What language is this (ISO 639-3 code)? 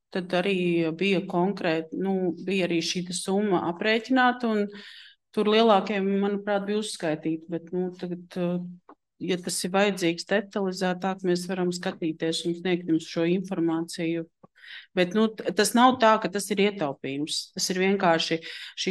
lav